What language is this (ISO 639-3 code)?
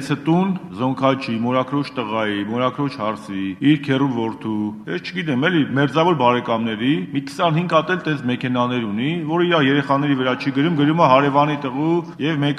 hye